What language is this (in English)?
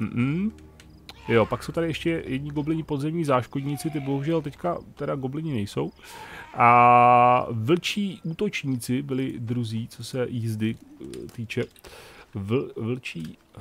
Czech